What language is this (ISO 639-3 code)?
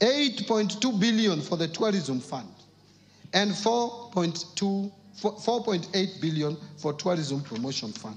mer